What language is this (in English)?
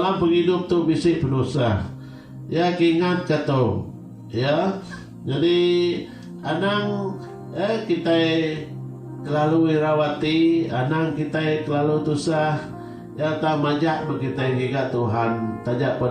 Iban